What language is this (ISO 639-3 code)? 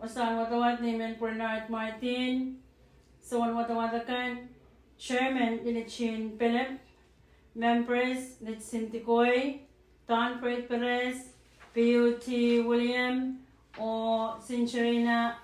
pon